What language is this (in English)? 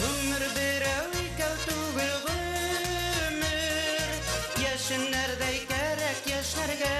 Bashkir